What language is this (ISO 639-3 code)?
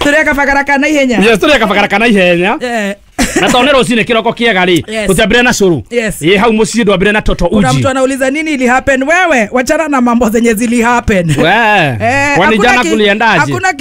kik